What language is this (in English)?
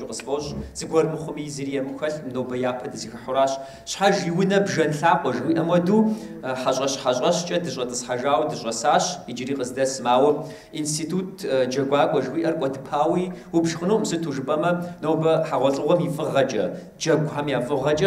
Kabardian